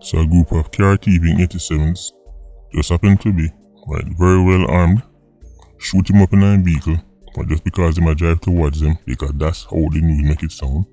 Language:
Jamaican Creole English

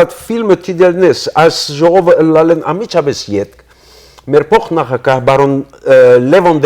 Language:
Western Armenian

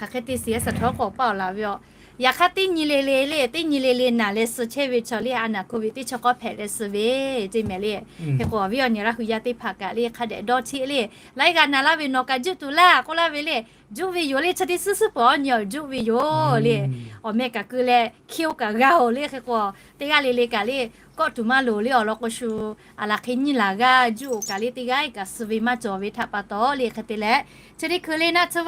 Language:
Lahu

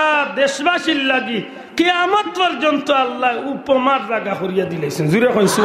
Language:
Sylheti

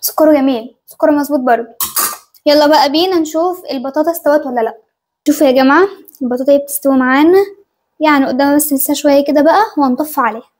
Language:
Egyptian Arabic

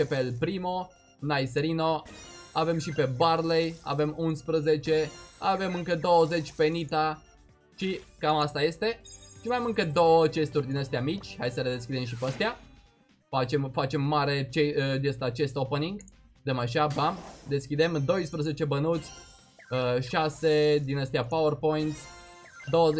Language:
Romanian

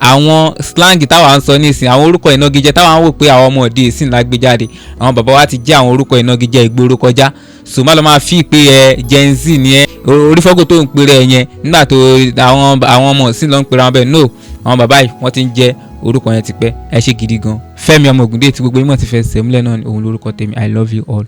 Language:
Yoruba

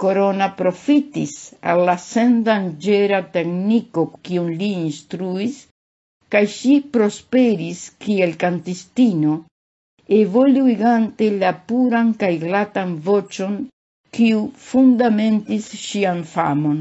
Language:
Esperanto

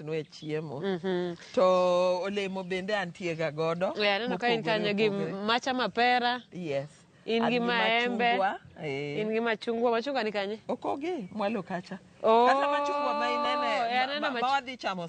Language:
Luo (Kenya and Tanzania)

